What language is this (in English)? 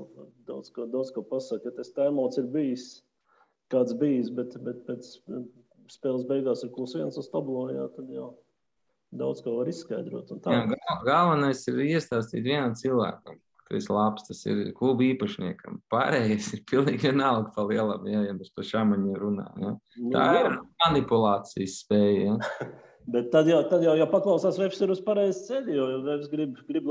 Latvian